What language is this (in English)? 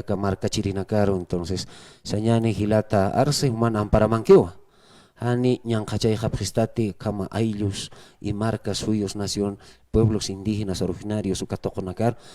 Aymara